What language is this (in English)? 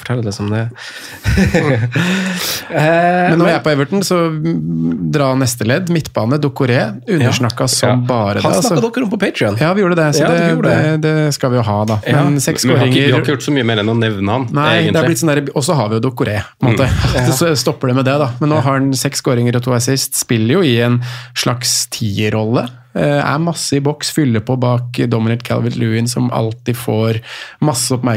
Norwegian